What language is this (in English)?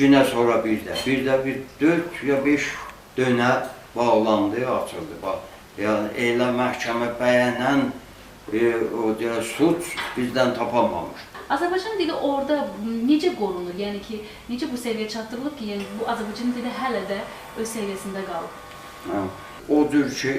South Azerbaijani